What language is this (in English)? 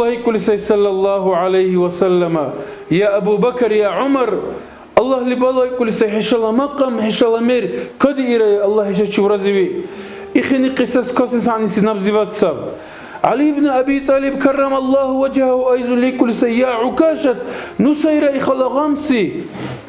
Dargwa